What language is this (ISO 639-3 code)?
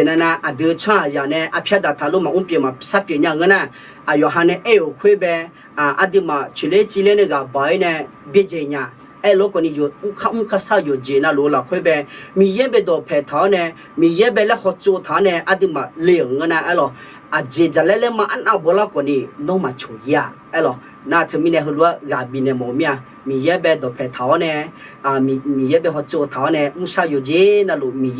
ahk